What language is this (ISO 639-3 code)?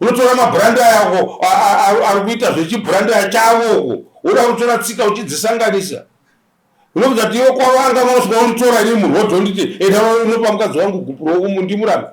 sna